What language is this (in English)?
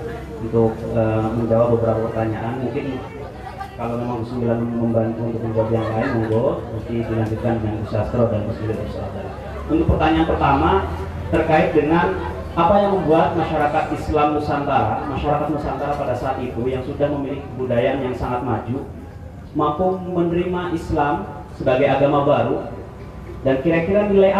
Indonesian